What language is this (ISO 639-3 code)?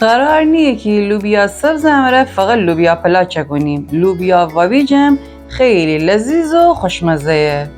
glk